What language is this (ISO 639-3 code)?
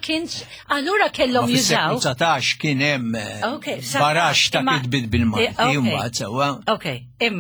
mlt